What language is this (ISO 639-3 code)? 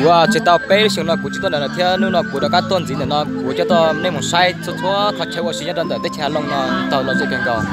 hmn